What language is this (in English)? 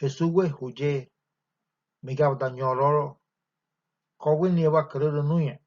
Ngäbere